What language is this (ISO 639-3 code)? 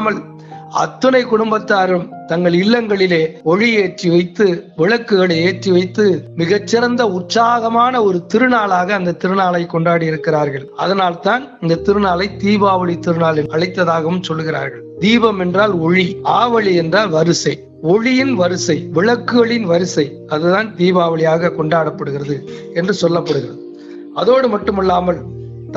tam